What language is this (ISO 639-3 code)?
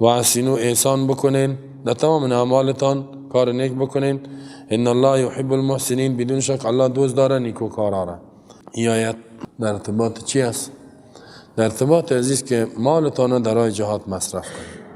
fas